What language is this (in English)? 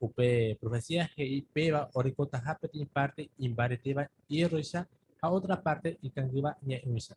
Guarani